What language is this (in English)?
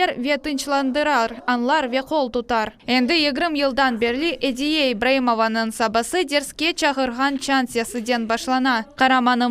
Crimean Tatar